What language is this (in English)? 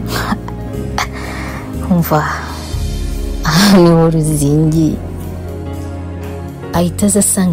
Kinyarwanda